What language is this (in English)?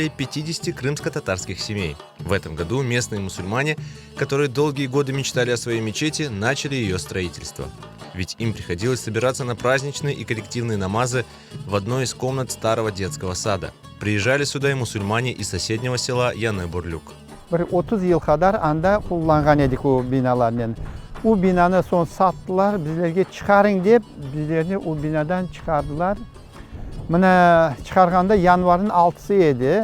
Crimean Tatar